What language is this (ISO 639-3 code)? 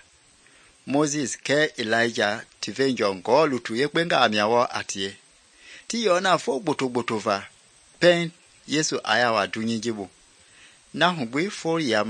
men